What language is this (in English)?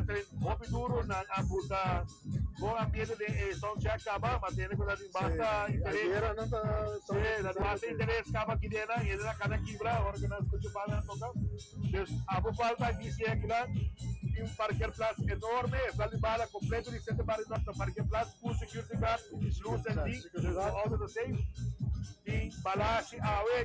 Papiamento